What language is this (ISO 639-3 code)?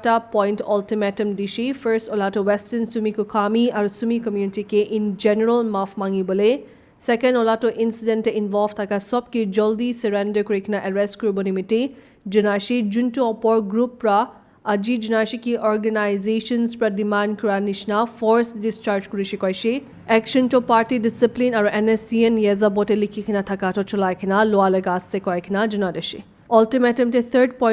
nag